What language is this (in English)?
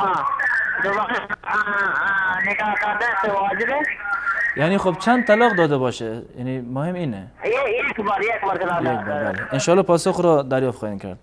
Persian